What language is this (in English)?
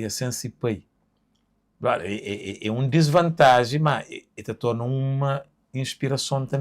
Kabuverdianu